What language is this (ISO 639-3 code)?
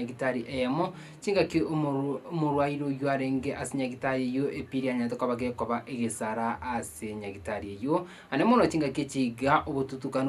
guz